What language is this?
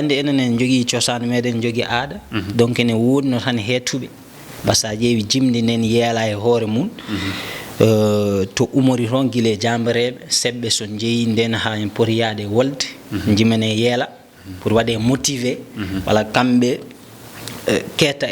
Fula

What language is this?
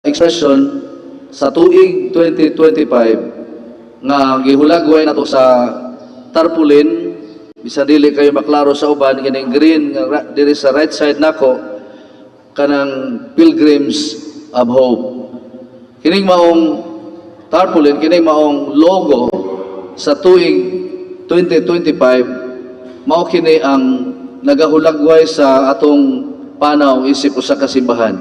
Cebuano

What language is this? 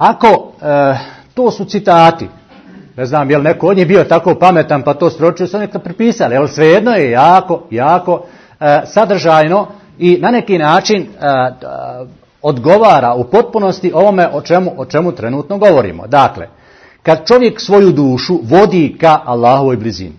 Bosnian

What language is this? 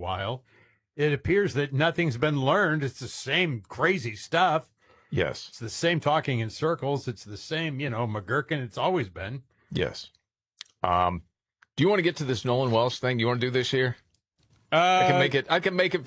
English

